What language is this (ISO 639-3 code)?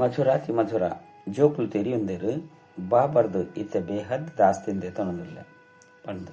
tcy